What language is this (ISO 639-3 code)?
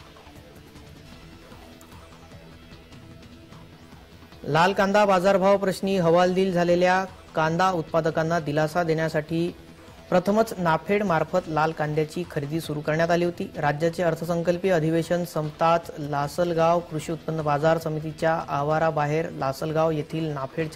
mar